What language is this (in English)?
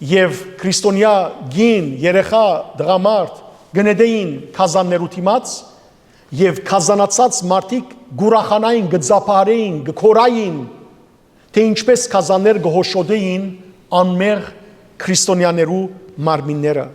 Western Armenian